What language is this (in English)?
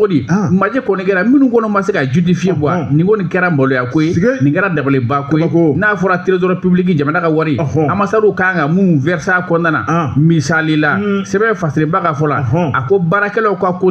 Bambara